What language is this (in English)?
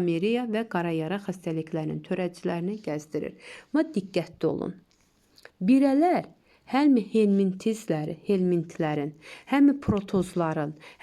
Azerbaijani